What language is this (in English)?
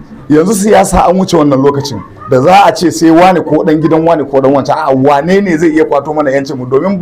Hausa